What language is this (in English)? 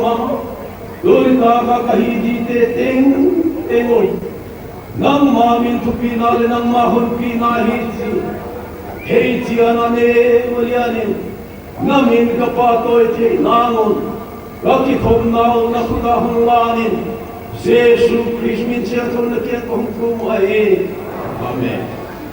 Paite Chin